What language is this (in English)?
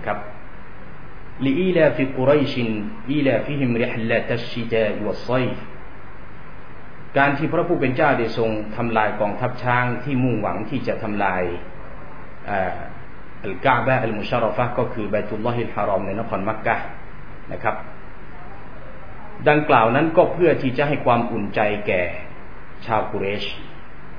Thai